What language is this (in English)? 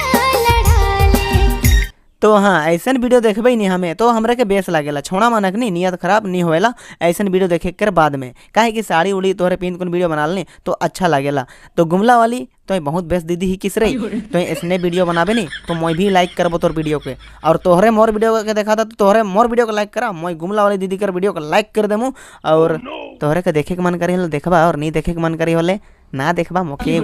Sadri